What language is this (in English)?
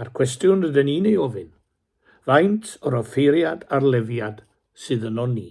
Welsh